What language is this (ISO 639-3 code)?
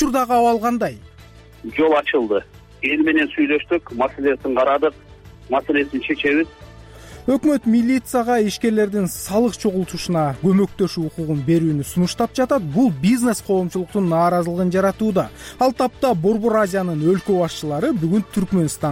kir